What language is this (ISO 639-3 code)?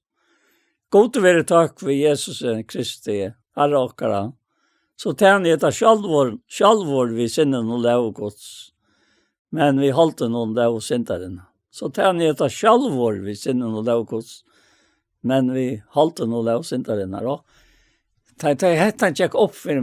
fao